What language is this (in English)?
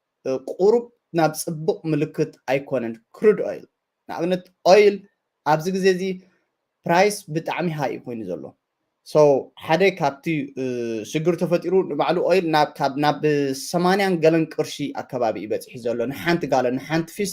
Tigrinya